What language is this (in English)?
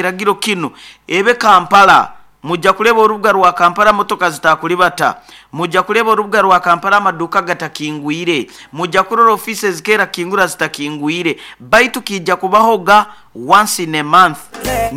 Nyoro